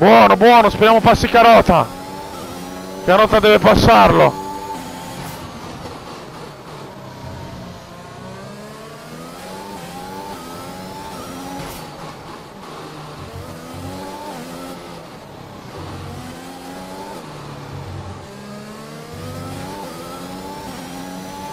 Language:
Italian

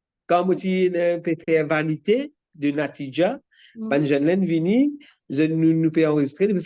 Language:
Morisyen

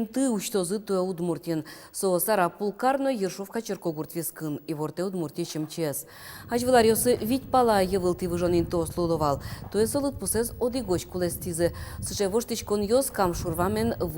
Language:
Udmurt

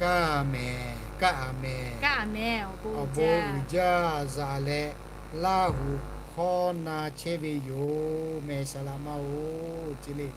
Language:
Lahu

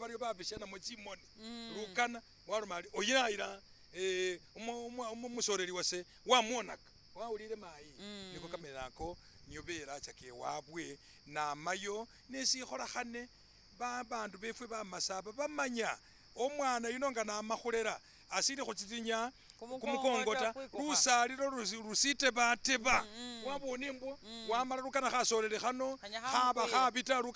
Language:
Masaaba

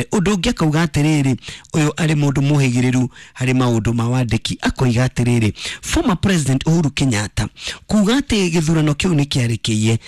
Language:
Kikuyu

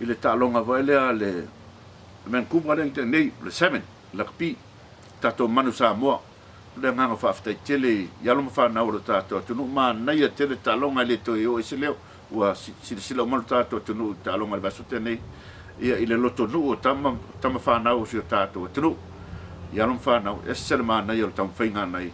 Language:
Samoan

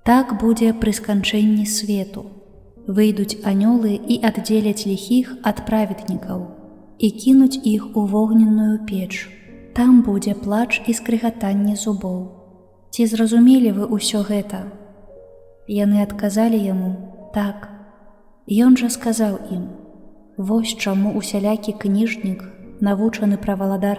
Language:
Belarusian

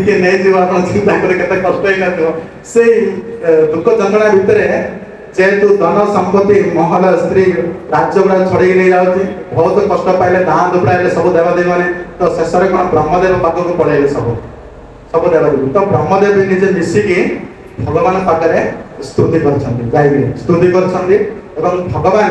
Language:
Odia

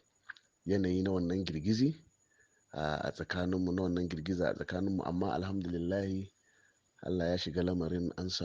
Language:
Hausa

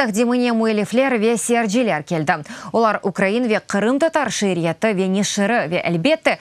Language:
Crimean Tatar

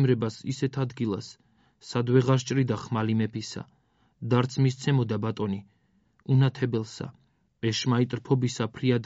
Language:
Georgian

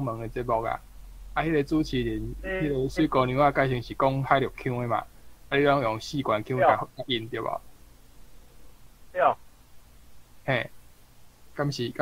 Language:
Min Nan Chinese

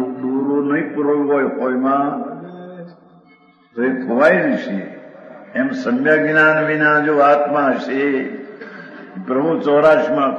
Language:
Gujarati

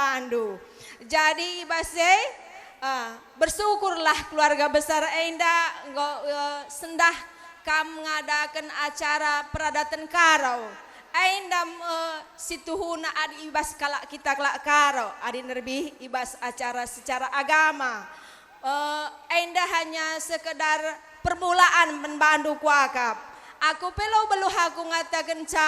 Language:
Batak Karo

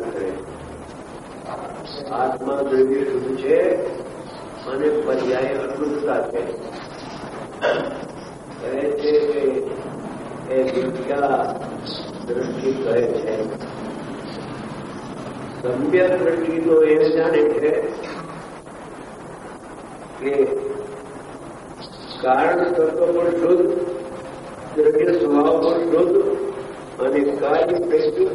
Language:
Gujarati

